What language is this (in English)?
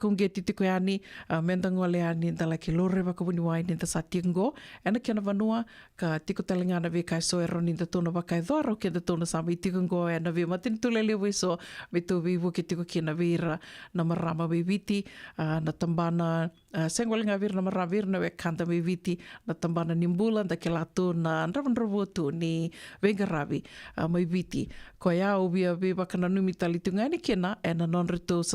Fijian